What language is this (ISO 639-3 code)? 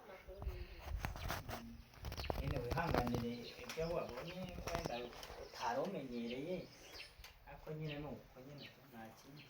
kin